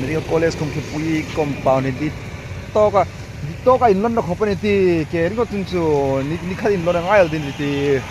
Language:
Hmar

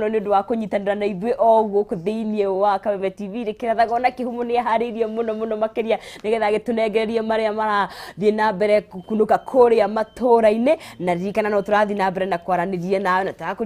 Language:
Kikuyu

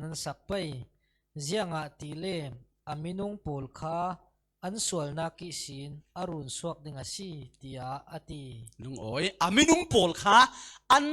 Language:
Falam Chin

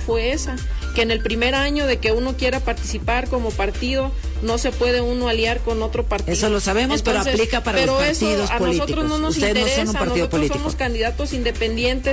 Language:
Spanish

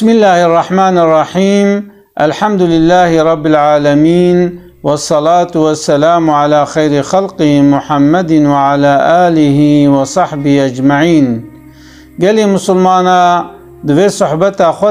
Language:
Kurdish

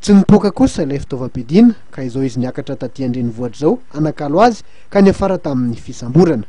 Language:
Malagasy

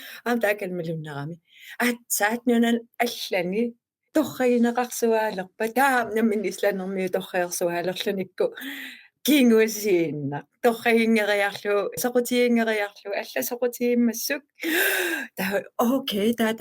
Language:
Kalaallisut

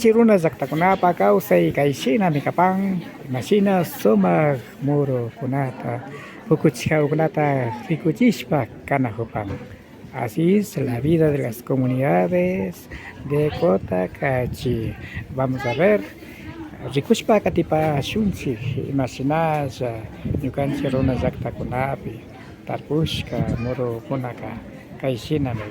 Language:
Imbabura Highland Quichua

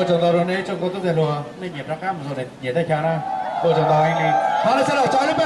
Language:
Hmong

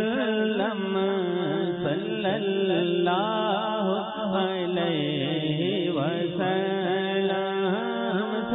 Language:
Bangla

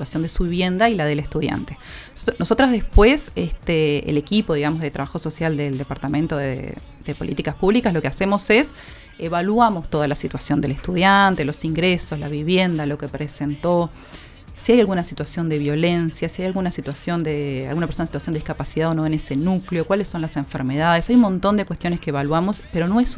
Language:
Spanish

